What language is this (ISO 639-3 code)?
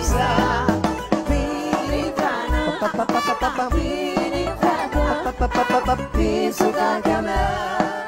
ron